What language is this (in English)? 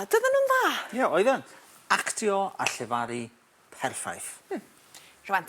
Welsh